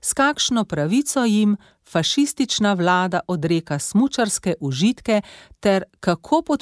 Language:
Slovenian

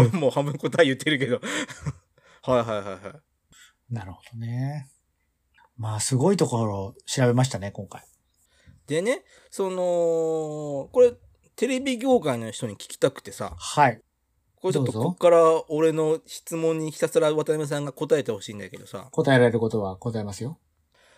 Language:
Japanese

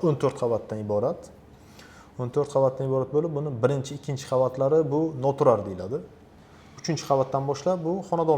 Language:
Uzbek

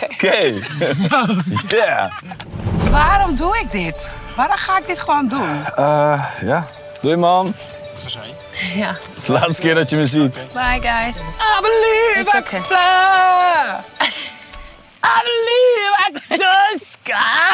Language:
Dutch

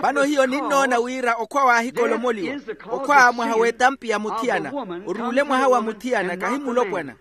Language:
Makhuwa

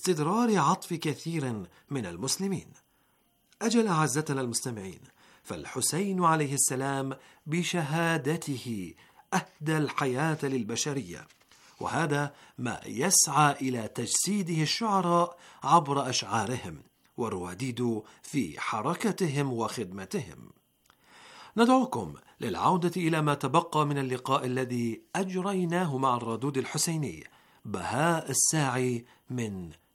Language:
Arabic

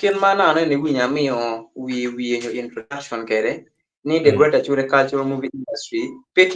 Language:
Acoli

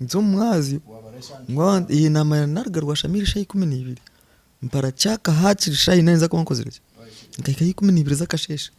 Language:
Nyankole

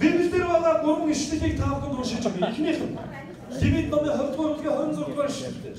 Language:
Mongolian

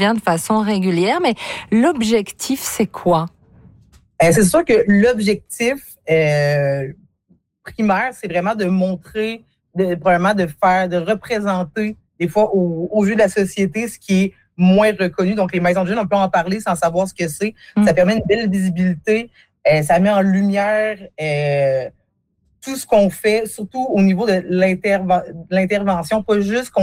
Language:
French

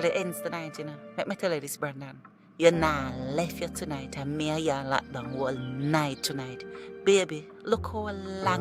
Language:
Jamaican Creole English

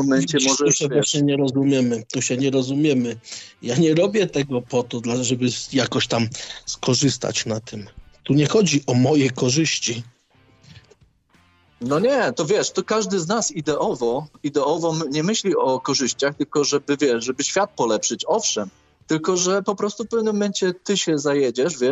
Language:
Polish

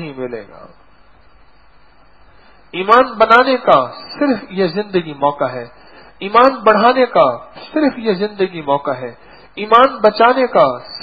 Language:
Urdu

